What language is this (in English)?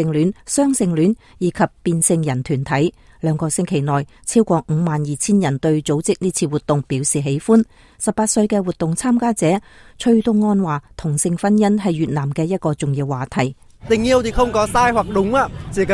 Cantonese